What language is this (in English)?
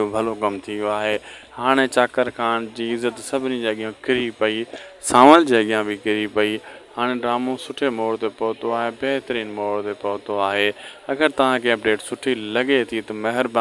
Sindhi